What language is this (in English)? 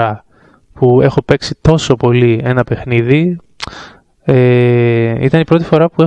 Greek